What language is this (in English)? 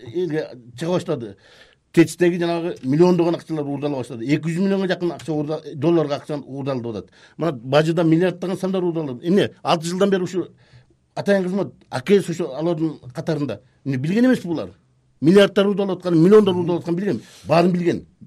Kyrgyz